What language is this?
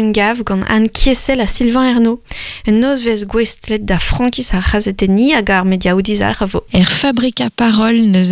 Breton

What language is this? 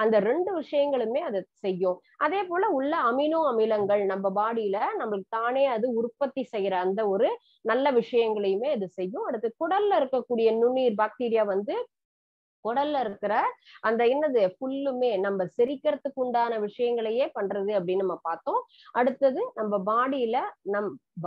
Tamil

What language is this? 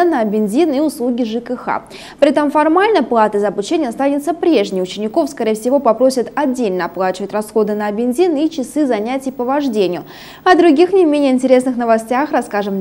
Russian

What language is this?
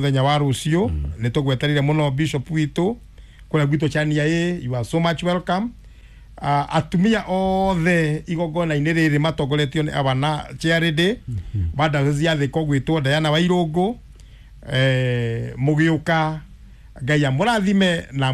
Kikuyu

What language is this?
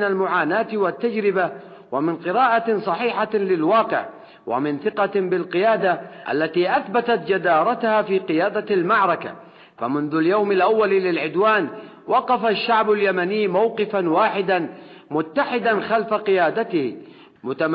Arabic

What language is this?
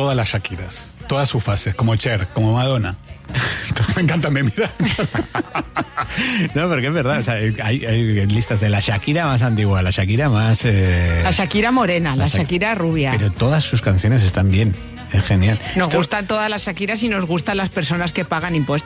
Spanish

